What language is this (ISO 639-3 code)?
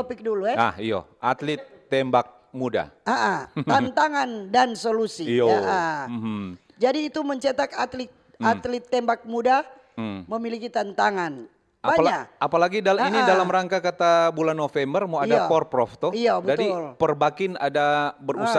xmm